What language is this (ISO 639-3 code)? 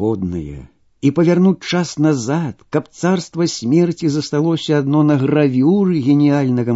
bel